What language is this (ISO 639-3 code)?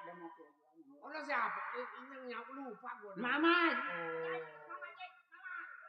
bew